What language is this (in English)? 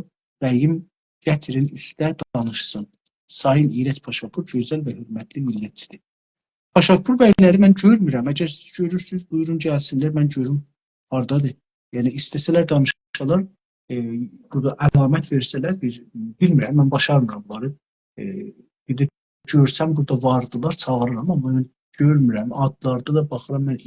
South Azerbaijani